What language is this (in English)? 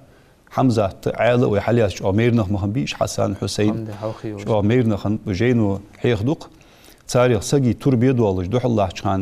Ingush